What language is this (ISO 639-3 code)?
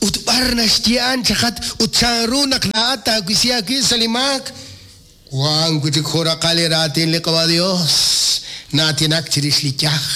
kek